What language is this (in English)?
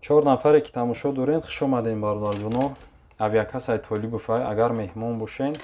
Tajik